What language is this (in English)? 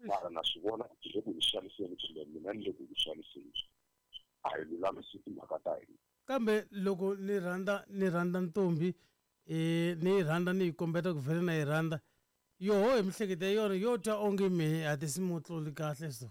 Tsonga